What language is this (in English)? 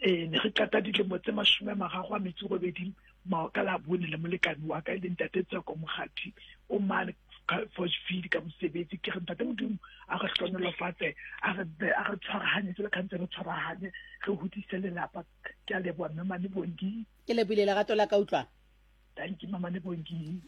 Southern Sotho